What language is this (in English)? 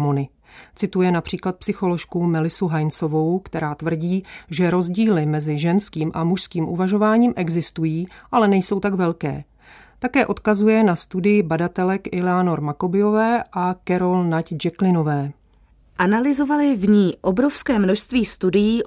Czech